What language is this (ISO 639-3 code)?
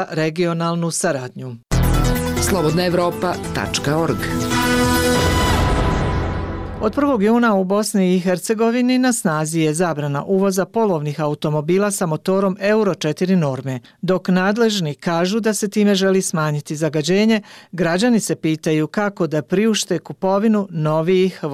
bos